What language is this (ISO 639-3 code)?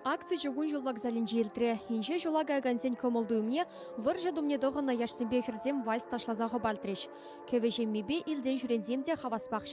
chv